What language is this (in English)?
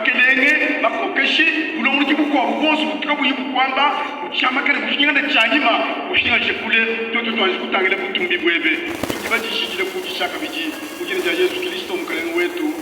Luba-Lulua